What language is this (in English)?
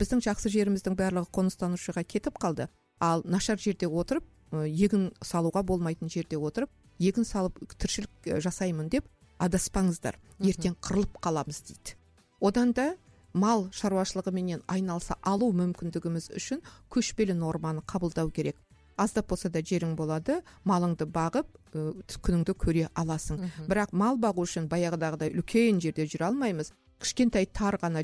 Kazakh